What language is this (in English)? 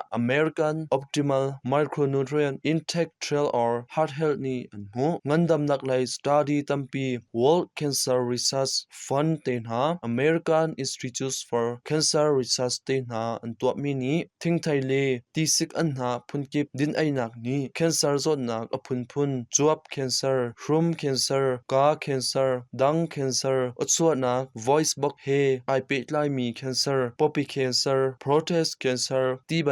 Hakha Chin